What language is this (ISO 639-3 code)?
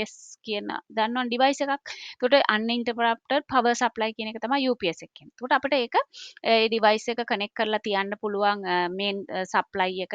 sin